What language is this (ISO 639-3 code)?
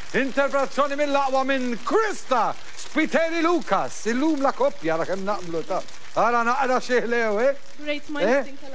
mlt